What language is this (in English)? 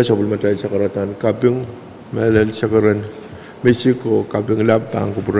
Pohnpeian